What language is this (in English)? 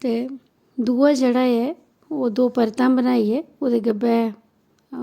Dogri